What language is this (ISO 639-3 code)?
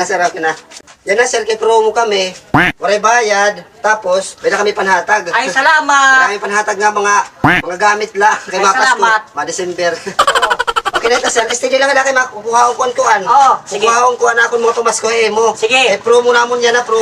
war